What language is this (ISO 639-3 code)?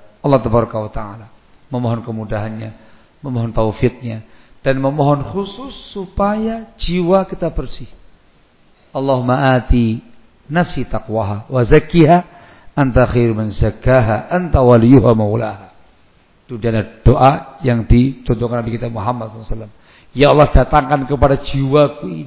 ind